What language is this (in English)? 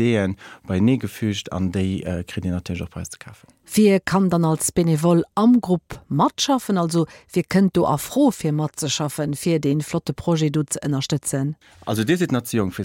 Luxembourgish